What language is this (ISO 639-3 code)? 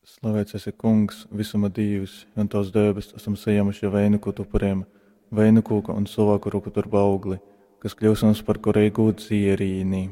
ltg